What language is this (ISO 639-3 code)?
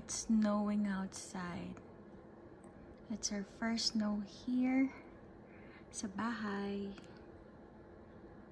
fil